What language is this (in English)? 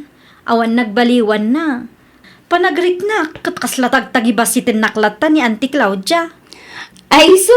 Iloko